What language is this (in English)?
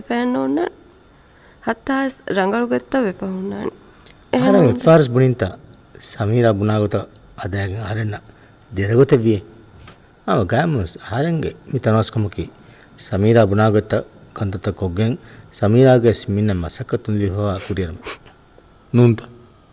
Divehi